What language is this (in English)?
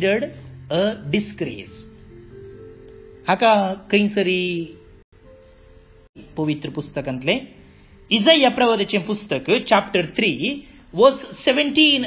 Konkani